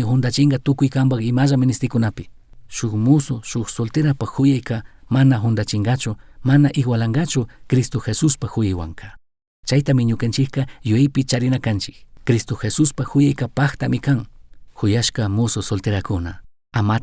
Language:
Chimborazo Highland Quichua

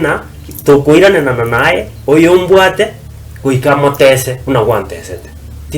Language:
Gusii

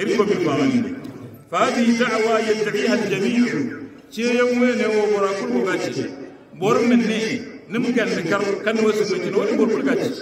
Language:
Hausa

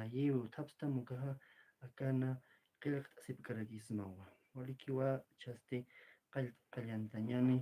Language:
Aymara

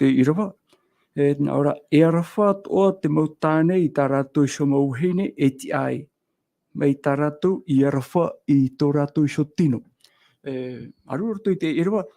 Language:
Tahitian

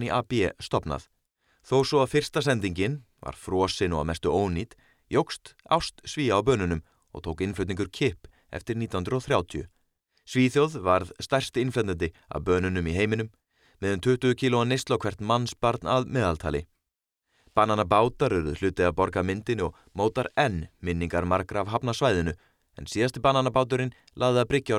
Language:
Icelandic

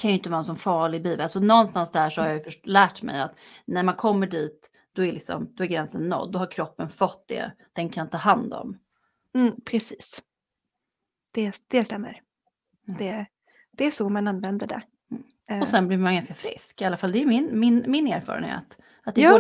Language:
Swedish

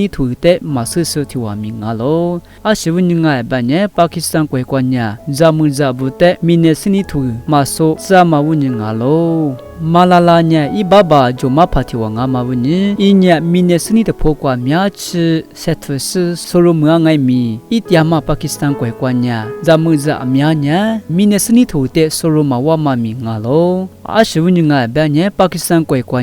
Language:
Lisu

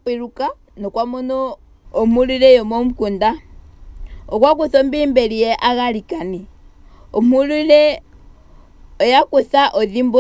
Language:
Ndonga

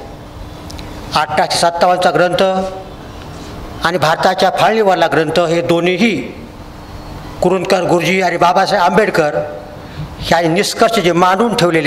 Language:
Marathi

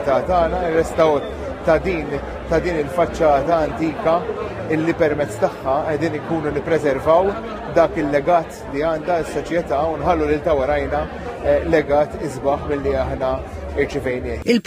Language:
Maltese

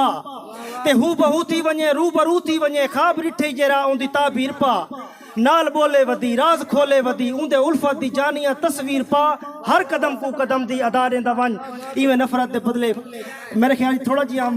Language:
Saraiki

